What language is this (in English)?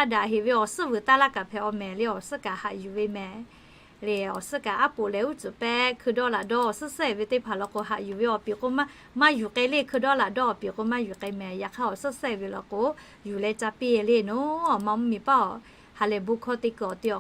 Lahu